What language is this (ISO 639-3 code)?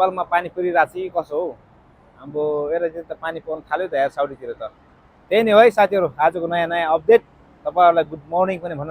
nep